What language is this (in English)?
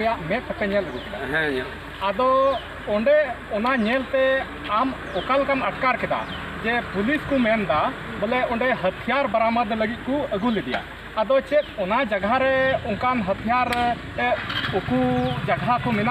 Santali